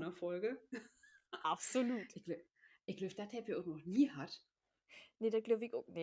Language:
Low German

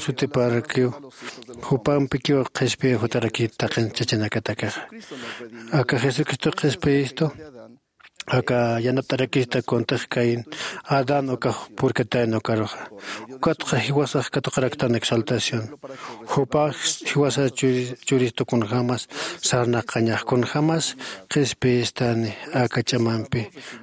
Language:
Aymara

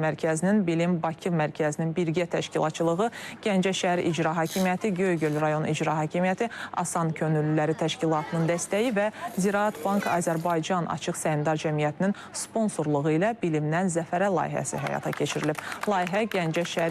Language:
Azerbaijani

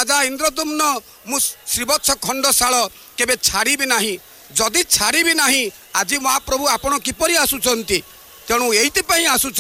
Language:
Odia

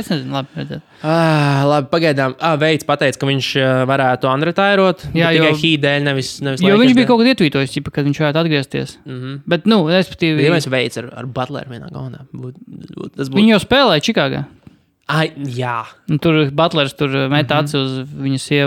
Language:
Latvian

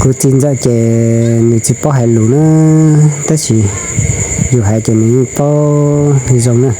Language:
Hmong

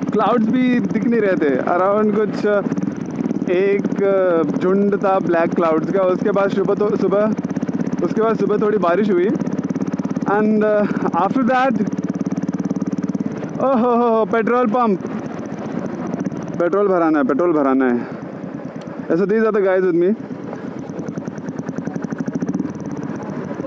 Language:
Hindi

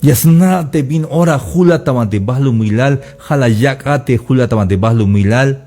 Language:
Tzeltal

